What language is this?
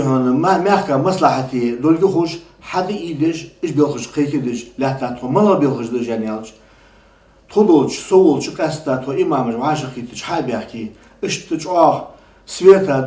Ingush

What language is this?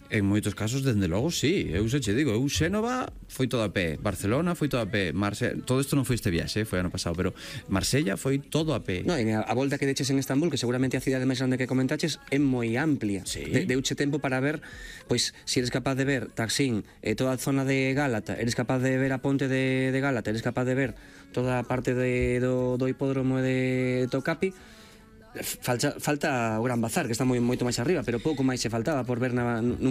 Galician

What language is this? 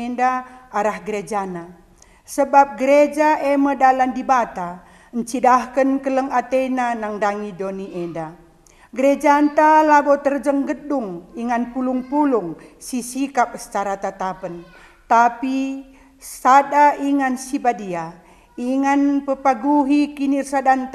Batak Karo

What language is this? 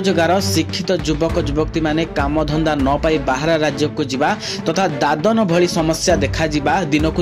Odia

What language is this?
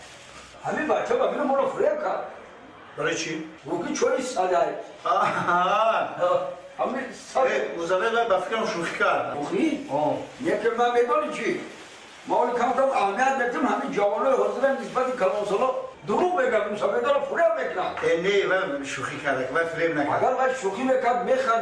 Tajik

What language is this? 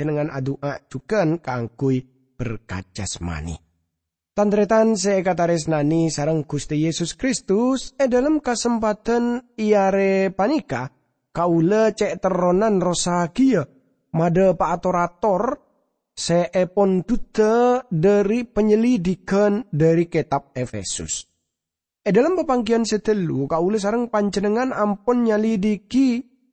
Madurese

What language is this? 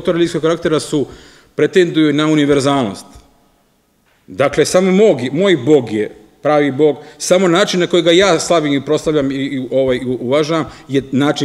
Serbian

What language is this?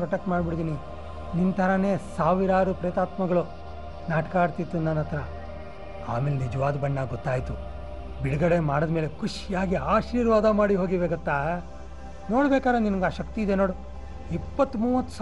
Kannada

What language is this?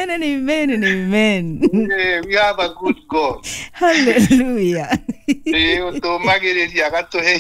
Kikuyu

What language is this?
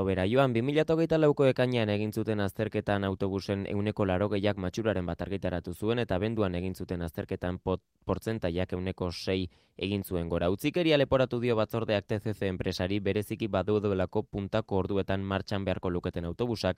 Basque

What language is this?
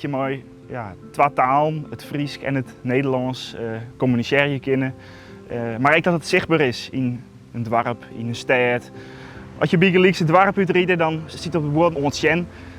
Western Frisian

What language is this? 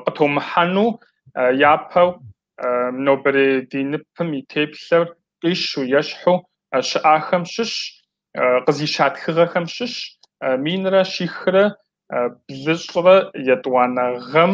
Kabardian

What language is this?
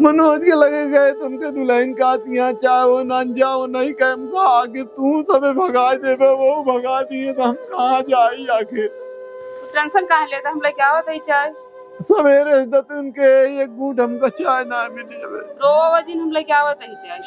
Awadhi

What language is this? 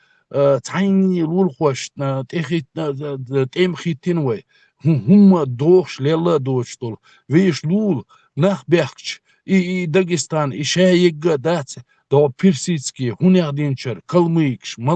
Chechen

